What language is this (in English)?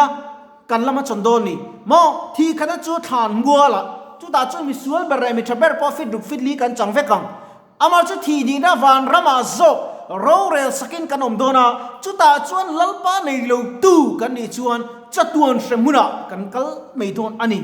Mizo